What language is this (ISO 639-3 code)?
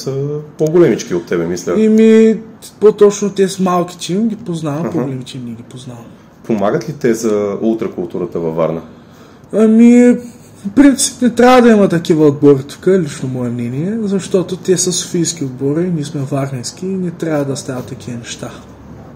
bul